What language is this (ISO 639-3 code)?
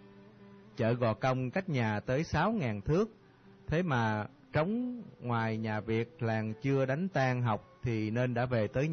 vie